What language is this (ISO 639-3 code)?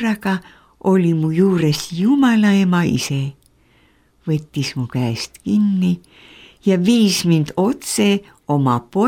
est